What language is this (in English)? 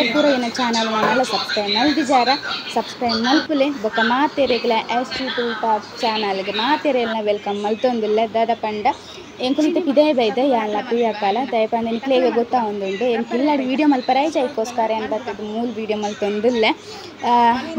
Tulu